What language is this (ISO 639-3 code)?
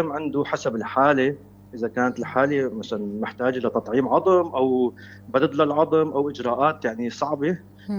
apc